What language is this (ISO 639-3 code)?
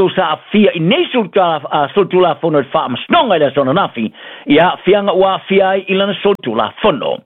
smo